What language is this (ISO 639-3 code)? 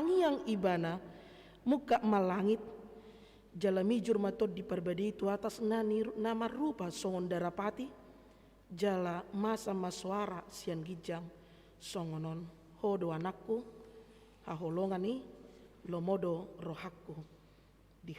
bbc